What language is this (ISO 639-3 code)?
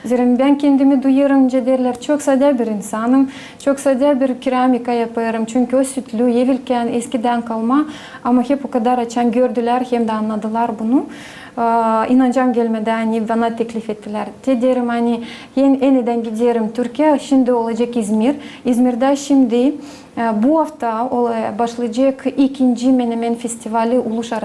gag